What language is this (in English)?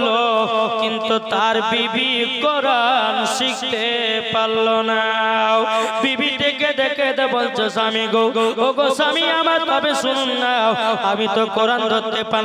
Bangla